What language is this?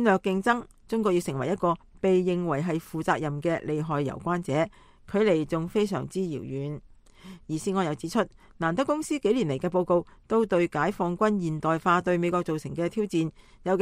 Cantonese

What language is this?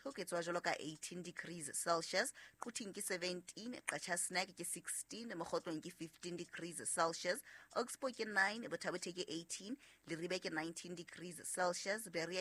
Southern Sotho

